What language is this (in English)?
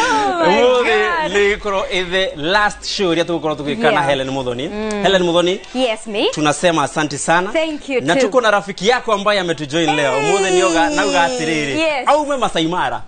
Kikuyu